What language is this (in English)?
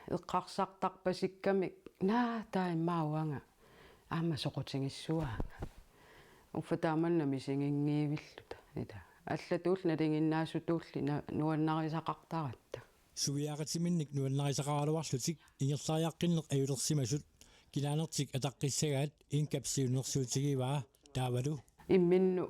Kalaallisut